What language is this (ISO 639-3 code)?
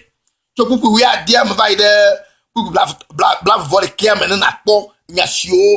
ewe